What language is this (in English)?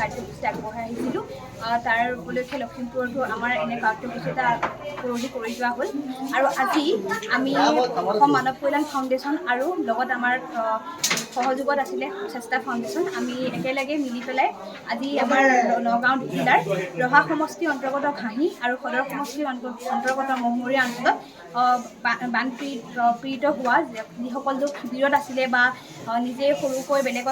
Assamese